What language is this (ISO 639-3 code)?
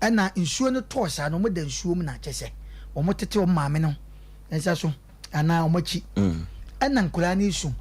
aka